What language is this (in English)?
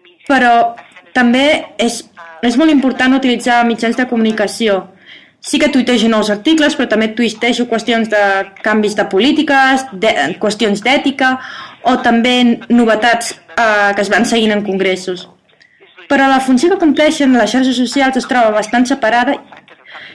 Catalan